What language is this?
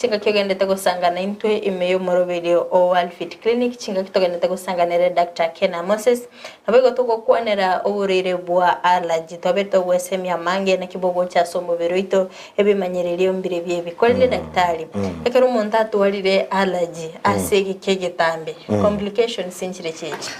Gusii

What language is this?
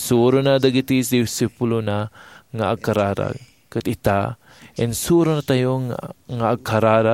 Iloko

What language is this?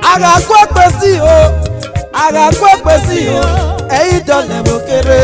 Esan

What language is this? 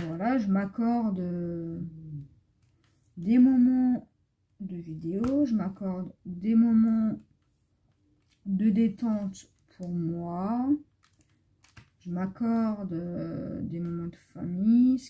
French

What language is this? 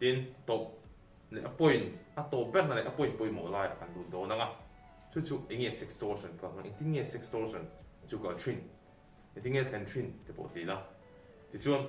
Mizo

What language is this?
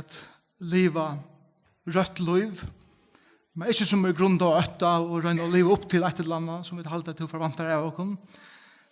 Faroese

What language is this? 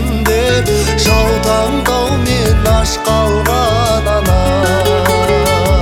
Kazakh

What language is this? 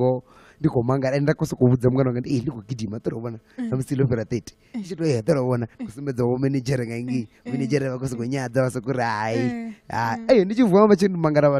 Venda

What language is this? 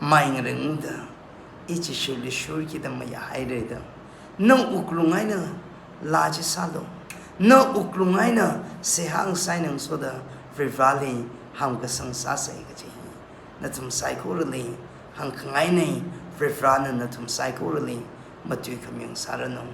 Tangkhul Naga (India)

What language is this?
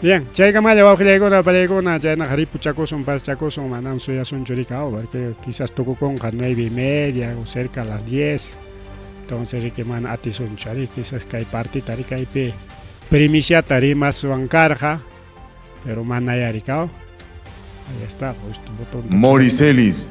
Ayacucho Quechua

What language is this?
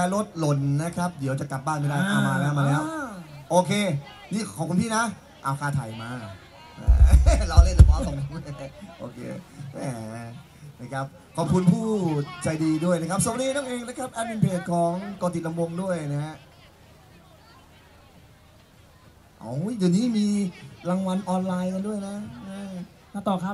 Thai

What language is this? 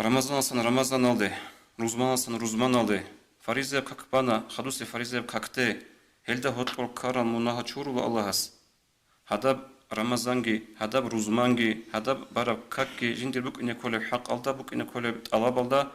Avaric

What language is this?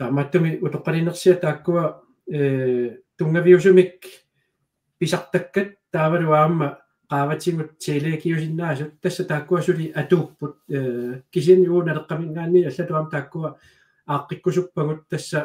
Kalaallisut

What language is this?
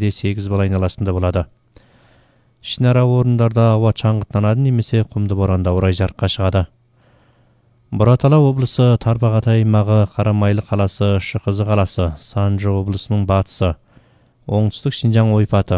Kazakh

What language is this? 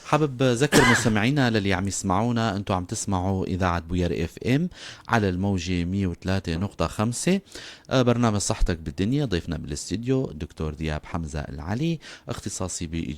North Levantine Arabic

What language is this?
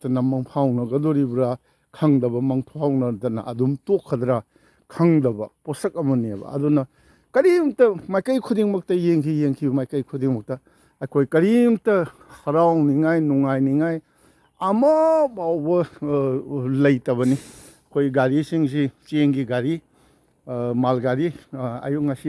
Manipuri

